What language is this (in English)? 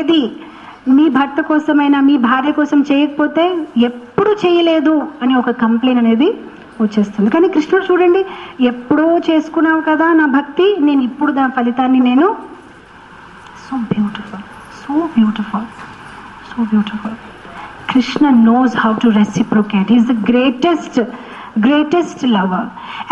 Telugu